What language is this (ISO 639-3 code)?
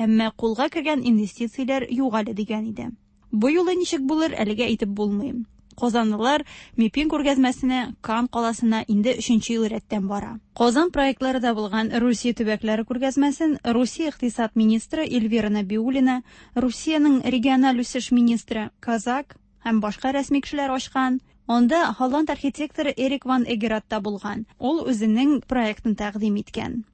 tat